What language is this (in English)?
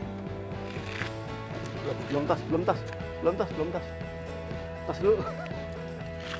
Indonesian